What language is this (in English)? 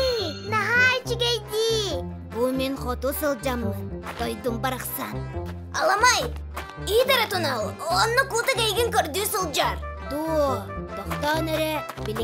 Yakut